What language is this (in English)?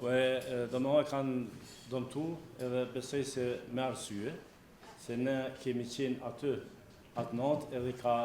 Albanian